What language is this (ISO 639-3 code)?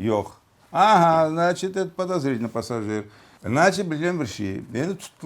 crh